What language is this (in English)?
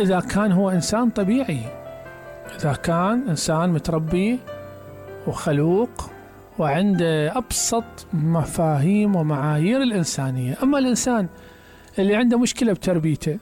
Mesopotamian Arabic